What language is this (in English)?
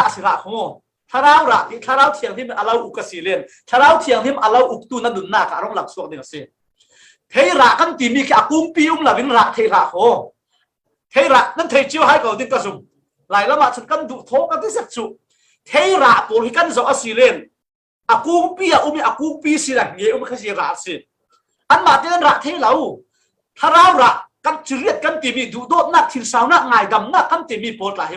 Falam Chin